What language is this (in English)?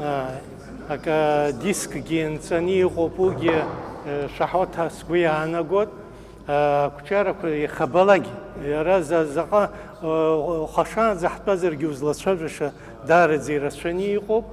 Abkhazian